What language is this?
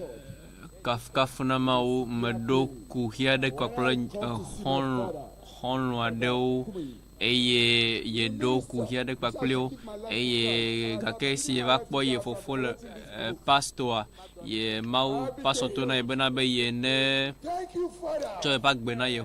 Ewe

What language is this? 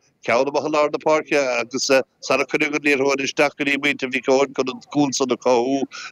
Irish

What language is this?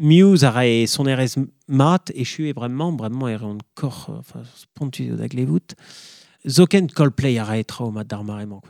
Breton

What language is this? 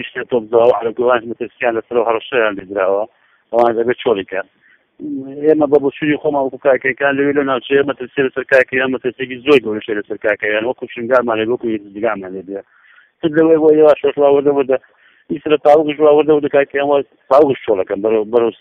Central Kurdish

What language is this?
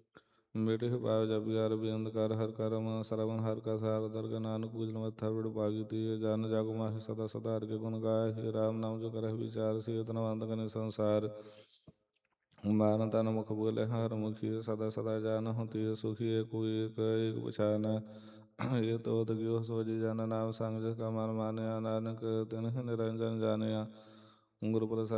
Punjabi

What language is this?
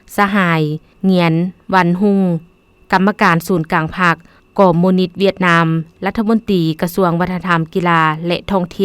Lao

